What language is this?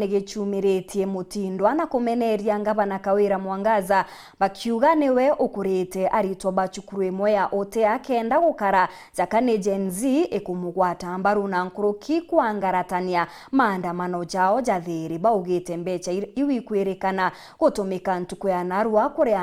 Meru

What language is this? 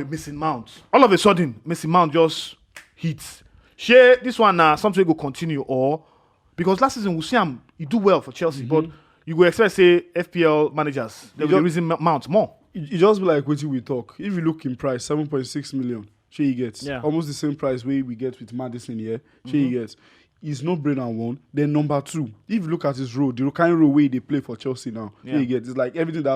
Nigerian Pidgin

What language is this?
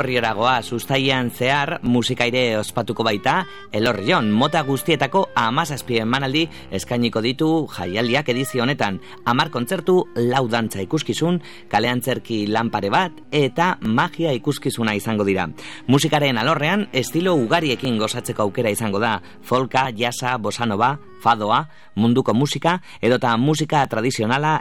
Basque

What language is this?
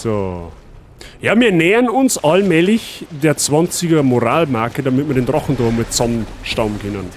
Bavarian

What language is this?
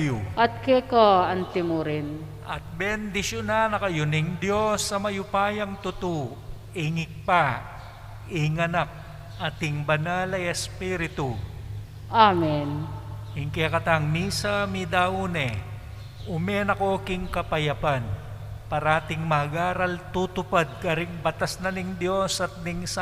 Pampanga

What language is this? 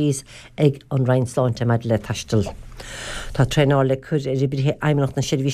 Irish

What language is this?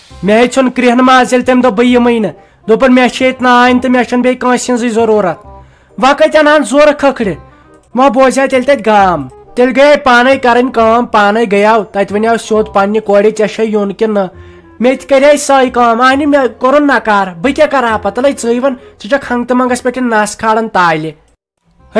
Kashmiri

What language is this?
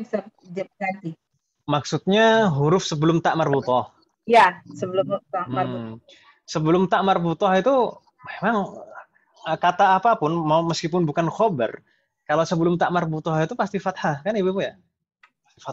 Indonesian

